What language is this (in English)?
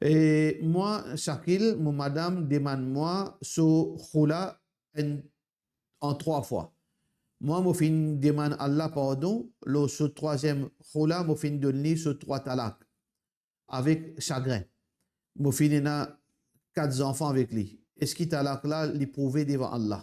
Morisyen